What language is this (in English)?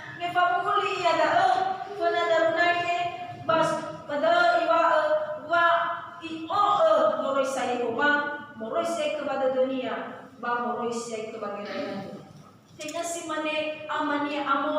Nias